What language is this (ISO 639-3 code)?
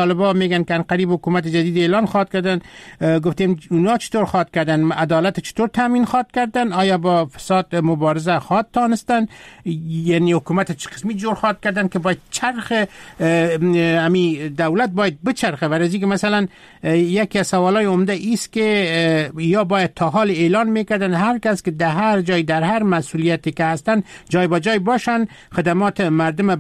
fas